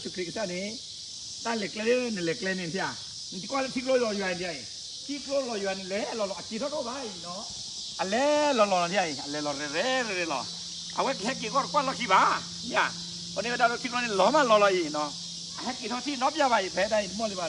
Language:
S'gaw Karen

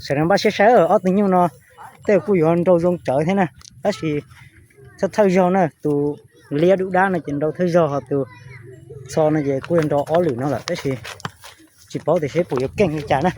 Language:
Hmong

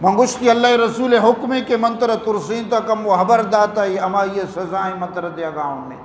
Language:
Eastern Balochi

